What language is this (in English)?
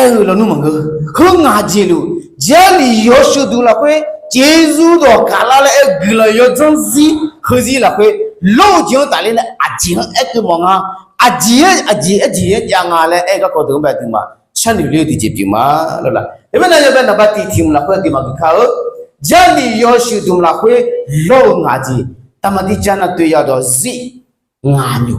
Akha